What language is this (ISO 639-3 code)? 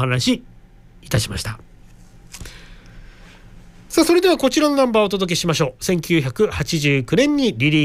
jpn